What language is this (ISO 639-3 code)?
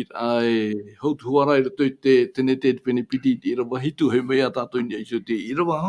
tah